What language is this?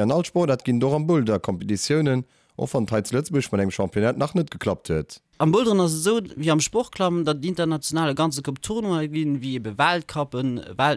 Luxembourgish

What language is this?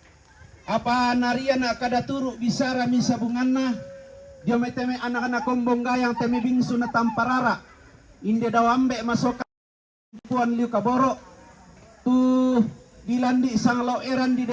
Toraja-Sa'dan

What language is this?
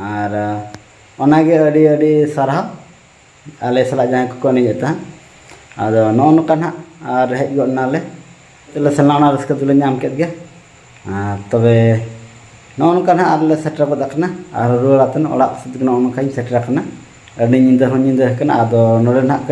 Santali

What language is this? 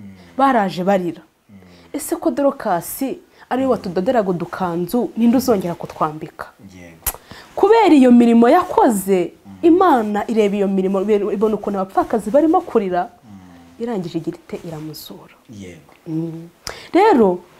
Kinyarwanda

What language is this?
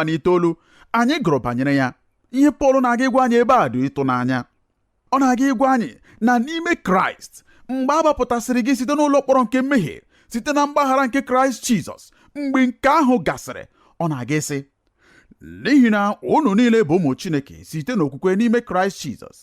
Igbo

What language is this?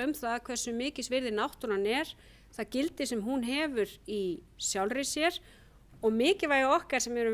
Icelandic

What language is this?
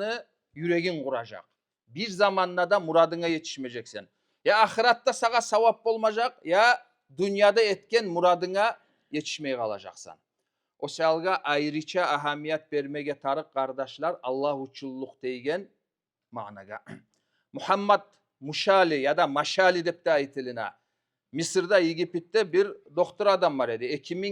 Kumyk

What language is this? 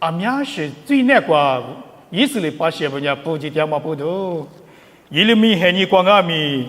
Lisu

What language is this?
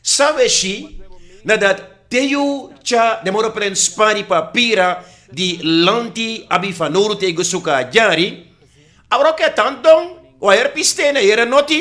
Sranan Tongo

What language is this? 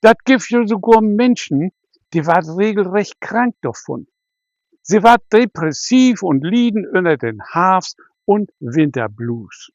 Low German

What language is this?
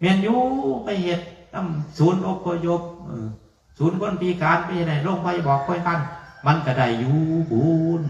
Northeastern Thai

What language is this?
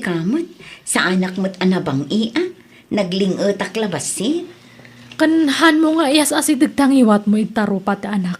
Iloko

